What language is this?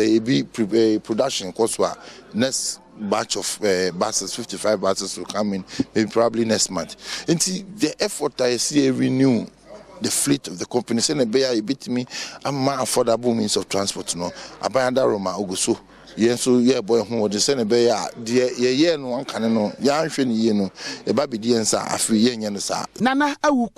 Akan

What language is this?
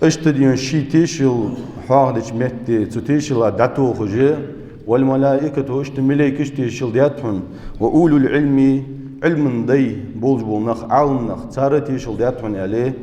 Ingush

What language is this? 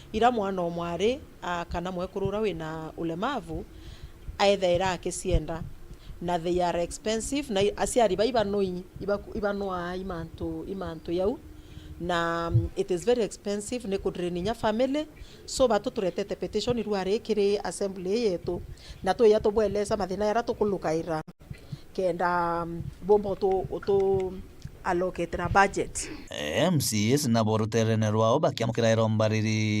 Meru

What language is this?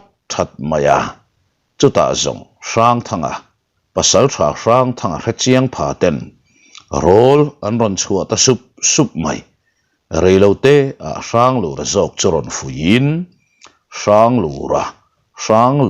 Mizo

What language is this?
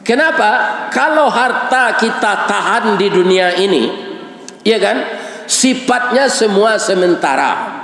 Minangkabau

